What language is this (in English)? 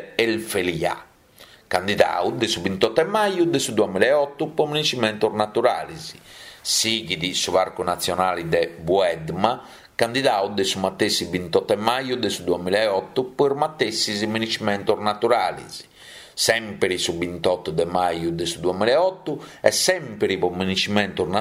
Sardinian